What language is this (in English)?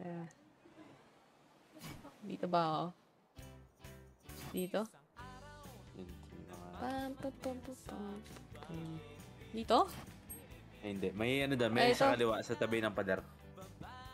Filipino